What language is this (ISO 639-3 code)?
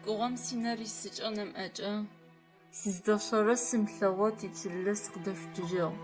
ady